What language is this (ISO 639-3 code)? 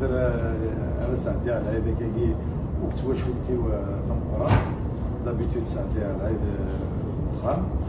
kab